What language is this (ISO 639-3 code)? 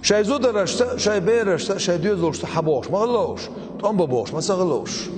che